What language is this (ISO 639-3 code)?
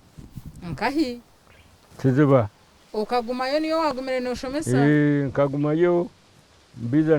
nyn